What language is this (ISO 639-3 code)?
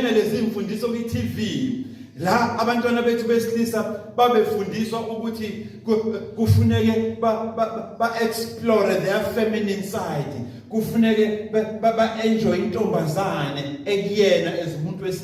zul